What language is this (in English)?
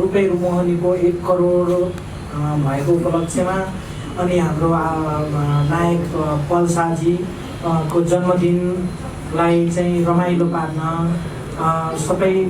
Nepali